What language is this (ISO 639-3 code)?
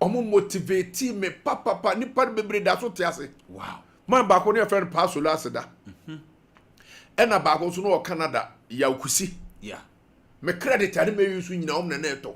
aka